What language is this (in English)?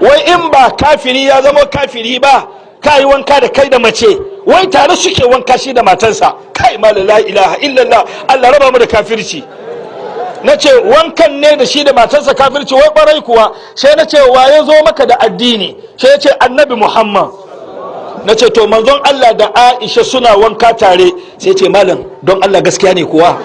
Hausa